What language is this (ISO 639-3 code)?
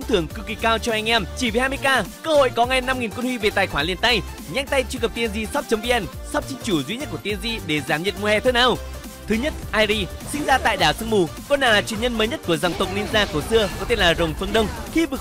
vie